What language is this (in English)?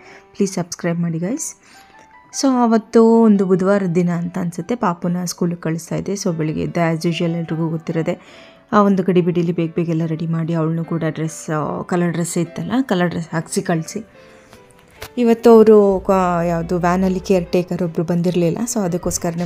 Kannada